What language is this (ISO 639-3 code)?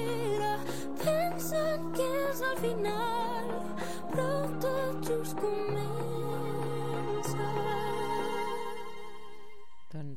cat